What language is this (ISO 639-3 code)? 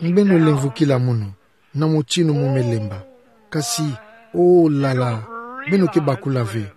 ktu